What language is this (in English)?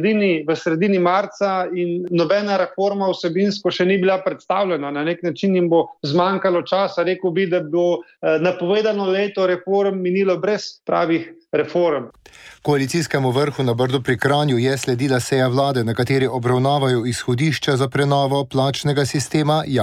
Slovenian